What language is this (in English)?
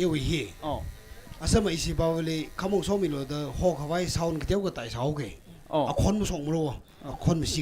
Tangkhul Naga (India)